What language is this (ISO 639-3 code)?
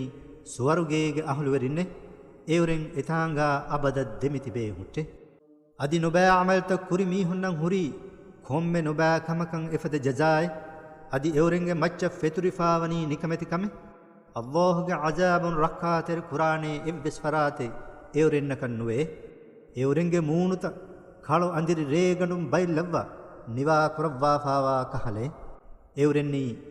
div